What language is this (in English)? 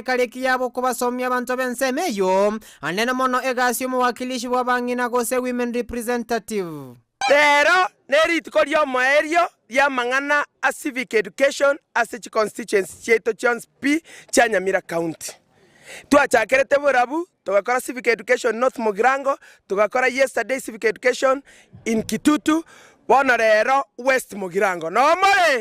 Gusii